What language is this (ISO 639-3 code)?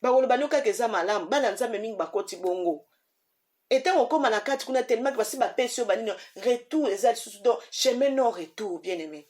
lin